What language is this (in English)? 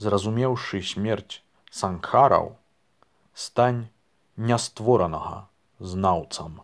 Belarusian